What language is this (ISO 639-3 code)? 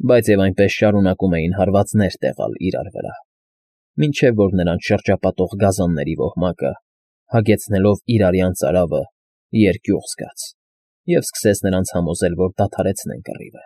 hye